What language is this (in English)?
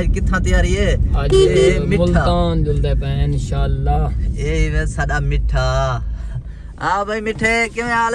Saraiki